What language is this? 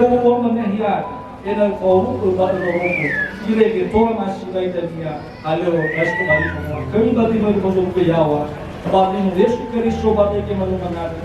Nias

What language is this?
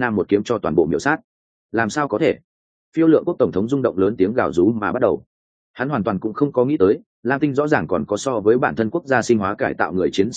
Vietnamese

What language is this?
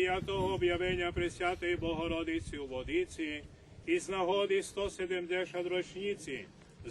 Rusyn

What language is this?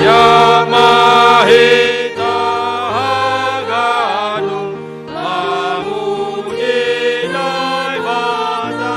Batak Simalungun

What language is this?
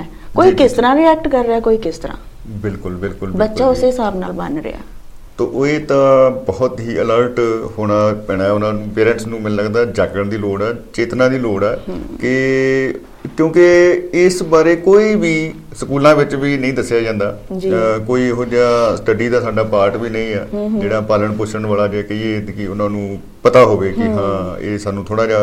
Punjabi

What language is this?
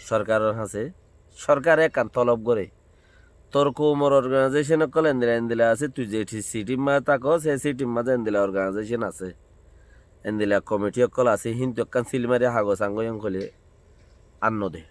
Rohingya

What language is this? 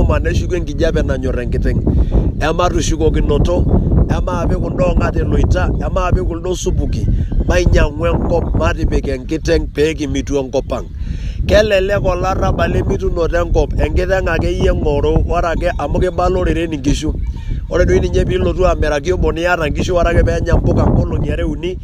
Masai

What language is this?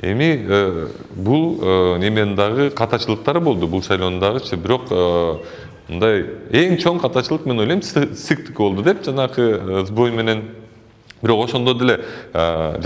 Kyrgyz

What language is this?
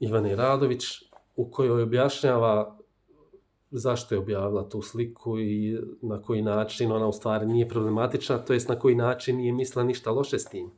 Bosnian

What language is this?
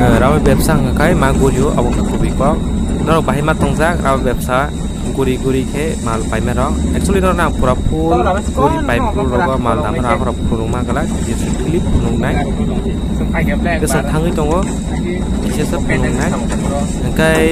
Kok Borok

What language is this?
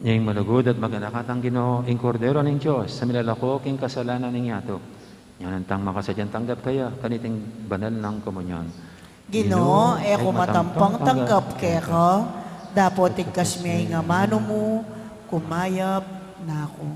Pampanga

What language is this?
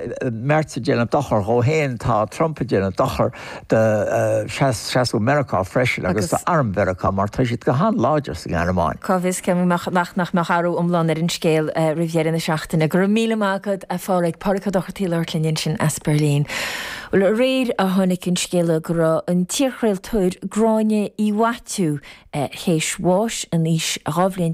Irish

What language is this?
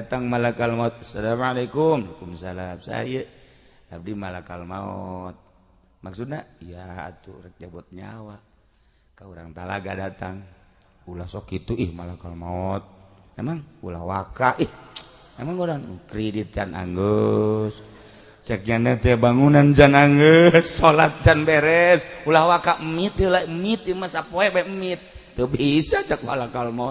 Sundanese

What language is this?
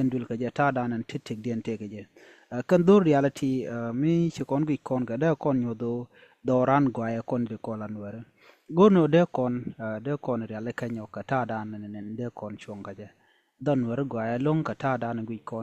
Nuer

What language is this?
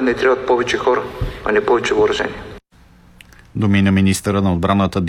Bulgarian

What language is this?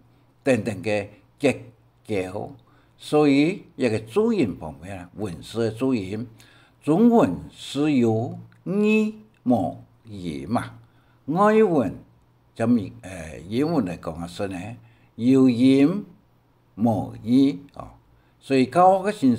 Hakka Chinese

